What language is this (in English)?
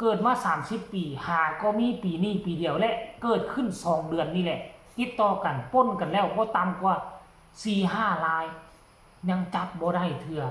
Northeastern Thai